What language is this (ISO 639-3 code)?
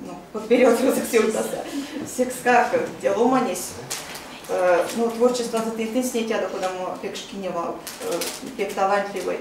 myv